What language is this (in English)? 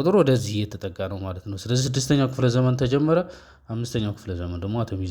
Amharic